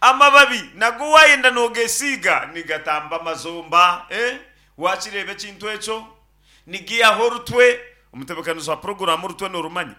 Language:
Nyankole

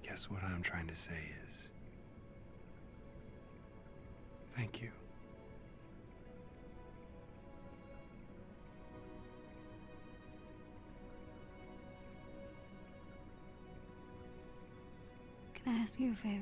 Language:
English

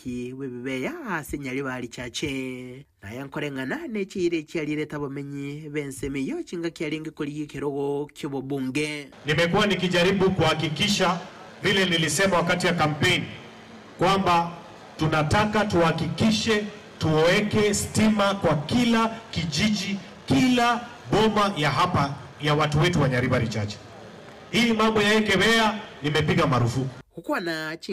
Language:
Gusii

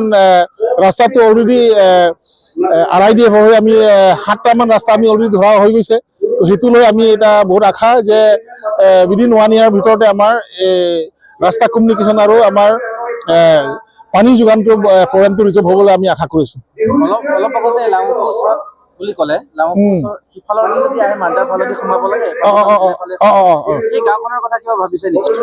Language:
Karbi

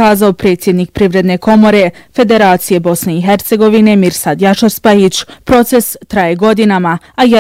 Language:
Bosnian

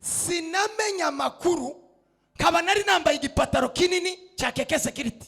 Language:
Kinyarwanda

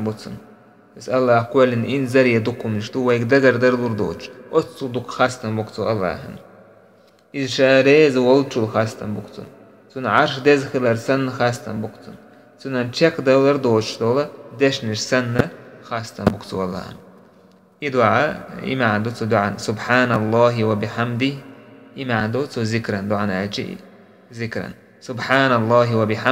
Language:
Chechen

